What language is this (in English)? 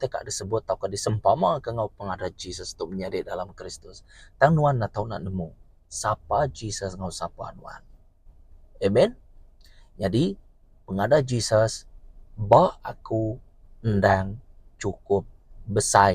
Iban